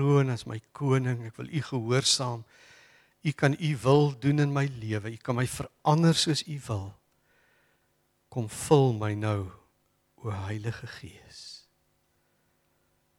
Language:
Afrikaans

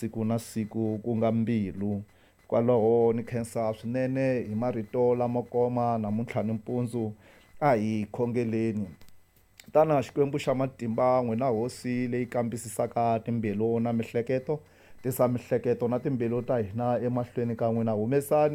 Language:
Tsonga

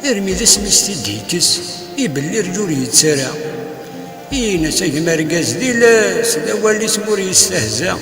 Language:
Kabyle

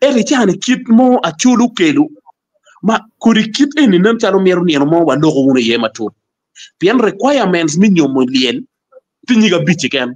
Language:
Acoli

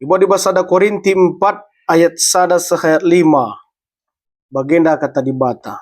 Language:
Batak Karo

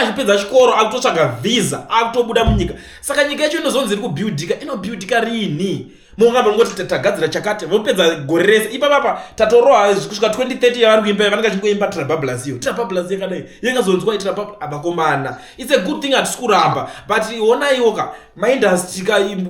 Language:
Shona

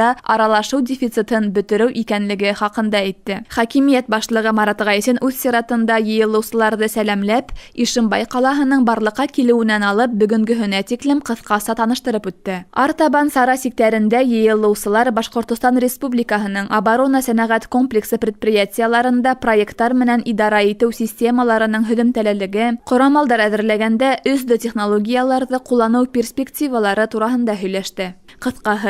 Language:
Bashkir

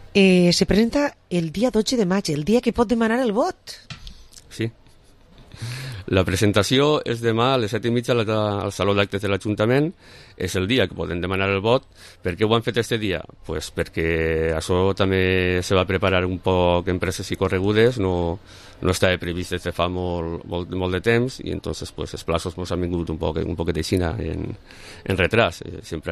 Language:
Catalan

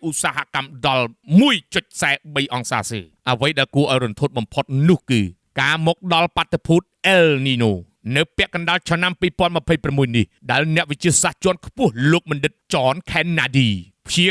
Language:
Khmer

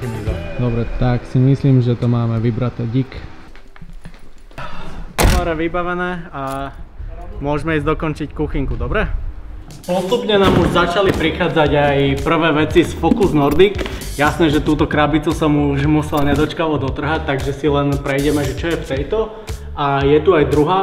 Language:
Slovak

